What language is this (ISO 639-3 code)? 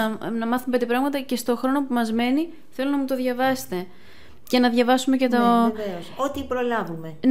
ell